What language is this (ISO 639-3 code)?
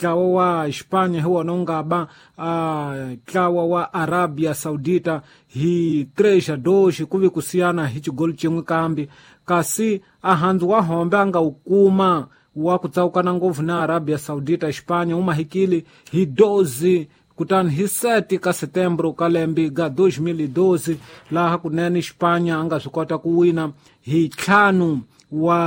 tso